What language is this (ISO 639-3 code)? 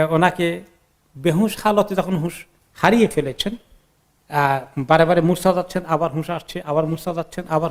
ben